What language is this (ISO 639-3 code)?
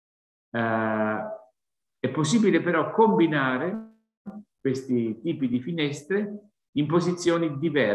ita